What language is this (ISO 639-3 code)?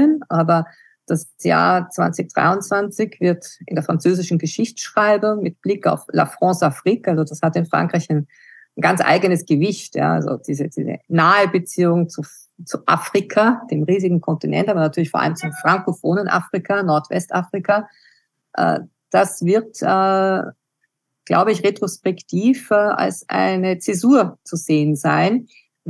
deu